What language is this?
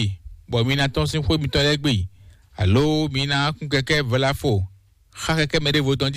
Fon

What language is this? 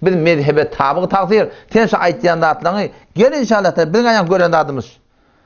Turkmen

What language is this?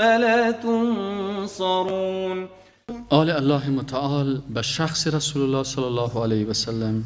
Persian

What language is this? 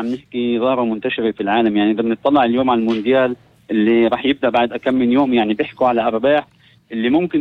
North Levantine Arabic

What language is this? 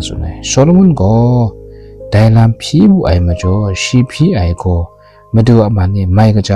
Kachin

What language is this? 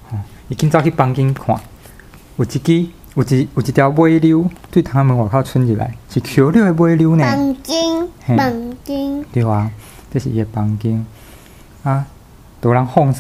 Min Nan Chinese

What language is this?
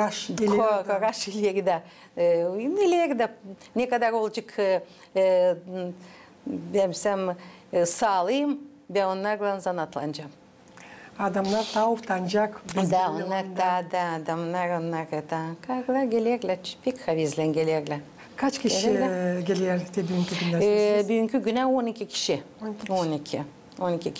Gagauz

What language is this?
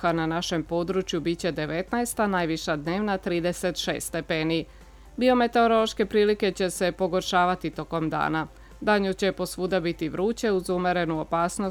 Serbian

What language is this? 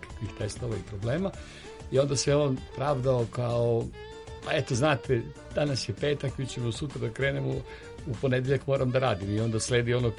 Serbian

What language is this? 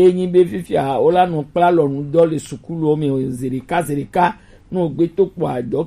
Gen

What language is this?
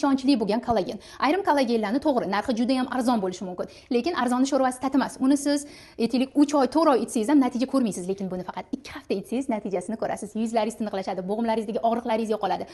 Uzbek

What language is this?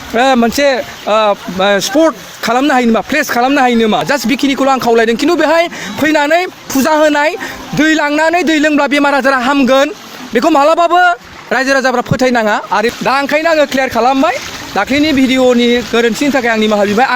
Bodo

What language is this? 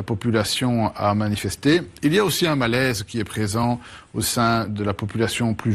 French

